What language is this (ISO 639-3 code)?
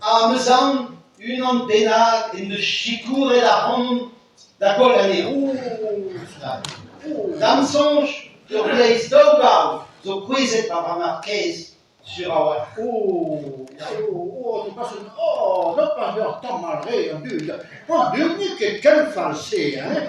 bre